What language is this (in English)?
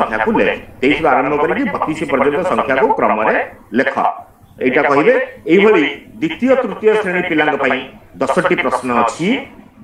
Odia